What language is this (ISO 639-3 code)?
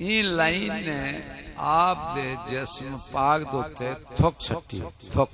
skr